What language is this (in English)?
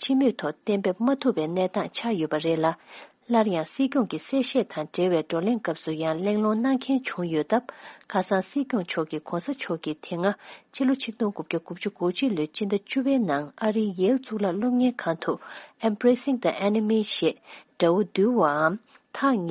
Tibetan